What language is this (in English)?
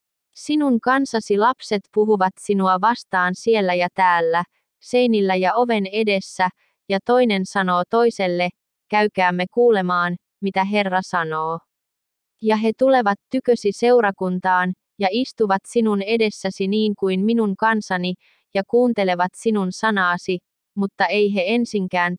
Finnish